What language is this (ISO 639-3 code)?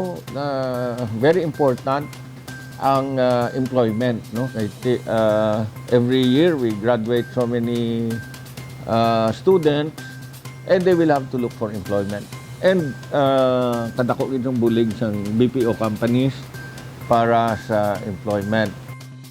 hil